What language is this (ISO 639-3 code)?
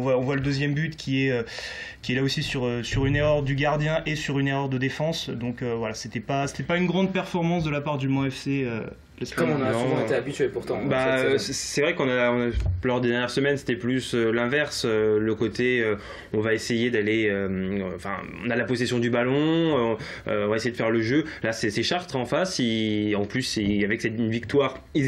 fra